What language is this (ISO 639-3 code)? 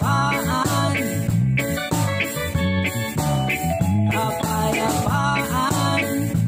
fil